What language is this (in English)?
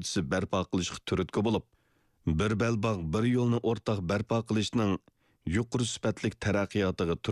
Uyghur